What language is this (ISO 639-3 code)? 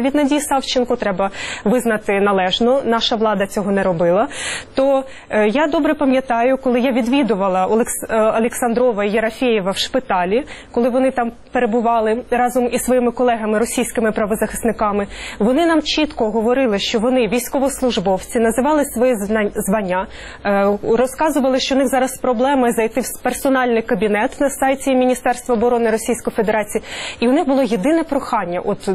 ukr